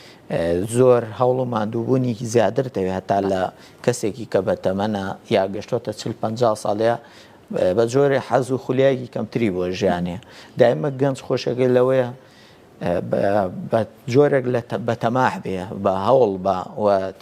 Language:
Central Kurdish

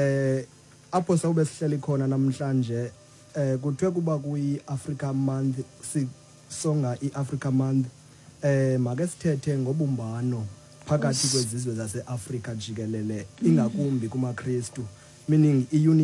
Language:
Xhosa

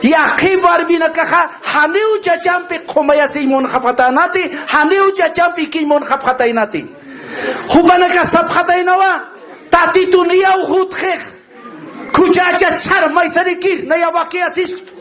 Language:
Aymara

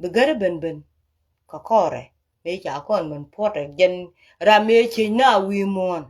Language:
Nuer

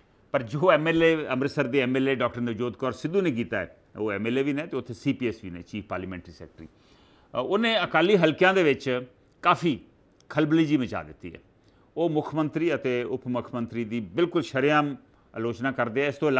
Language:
Punjabi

